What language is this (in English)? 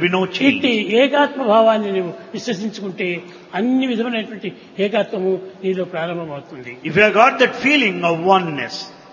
Telugu